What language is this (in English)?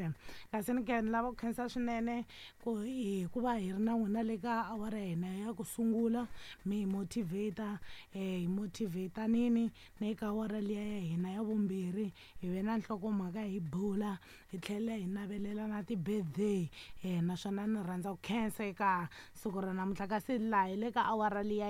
Tsonga